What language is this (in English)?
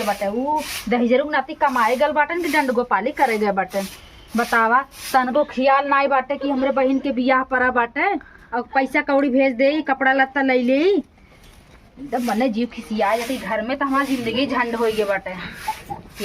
Awadhi